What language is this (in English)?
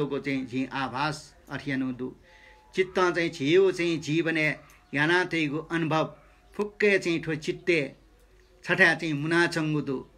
Newari